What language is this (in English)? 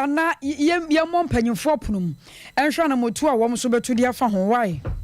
Akan